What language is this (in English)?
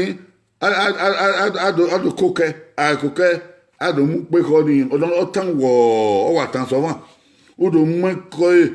Bini